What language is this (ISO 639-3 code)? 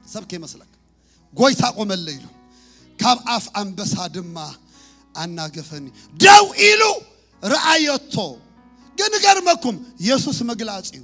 tir